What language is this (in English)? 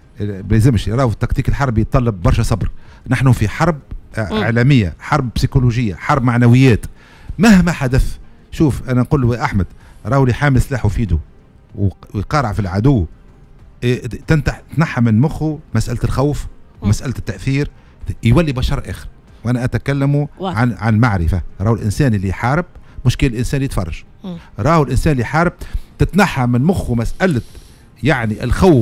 Tunisian Arabic